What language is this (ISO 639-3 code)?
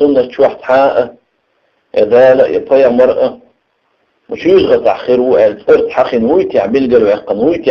che